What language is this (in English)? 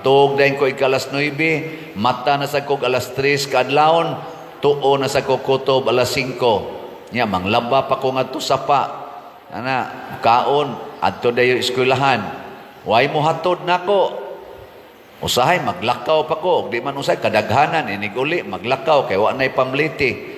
Cebuano